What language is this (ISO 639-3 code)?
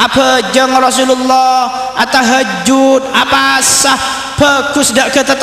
mad